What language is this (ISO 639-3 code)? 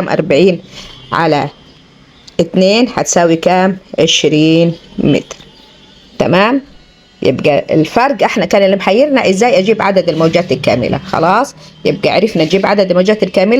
arz